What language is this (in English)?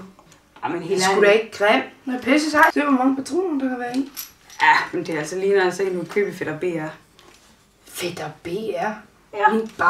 Danish